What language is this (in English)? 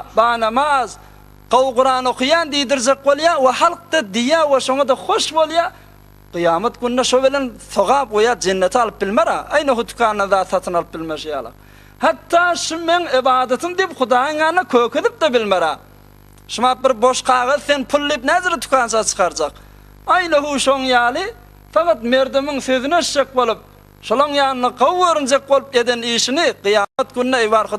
Turkmen